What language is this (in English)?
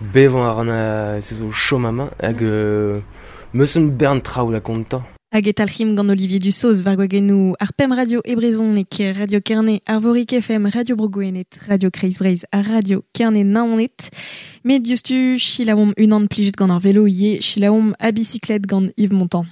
Breton